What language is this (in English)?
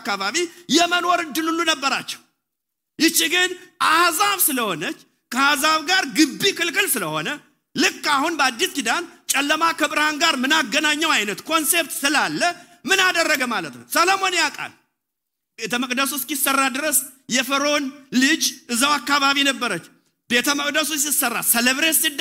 Amharic